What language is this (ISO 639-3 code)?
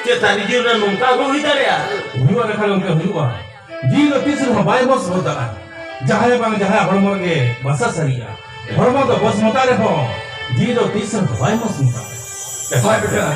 sat